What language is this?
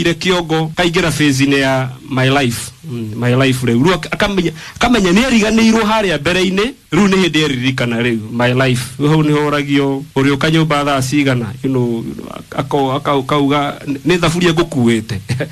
Kikuyu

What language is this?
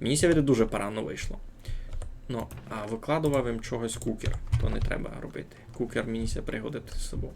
Rusyn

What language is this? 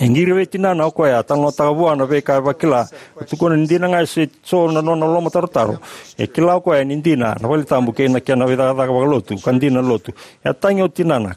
Fijian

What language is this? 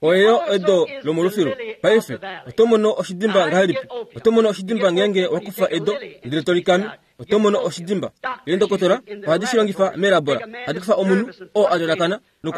Kuanyama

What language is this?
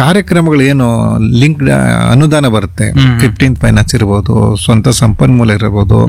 Kannada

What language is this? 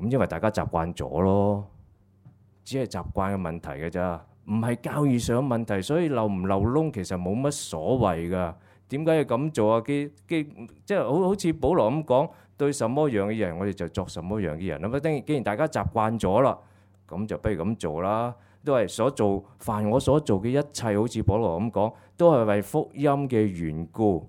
Cantonese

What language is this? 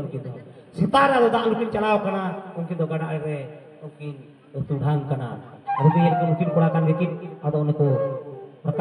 Santali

